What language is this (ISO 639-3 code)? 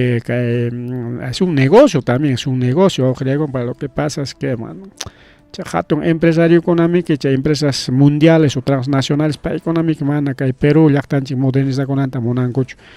quy